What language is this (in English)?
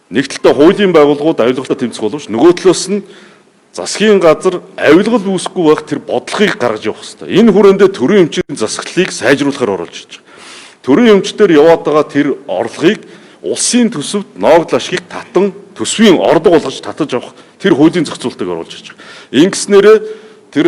Mongolian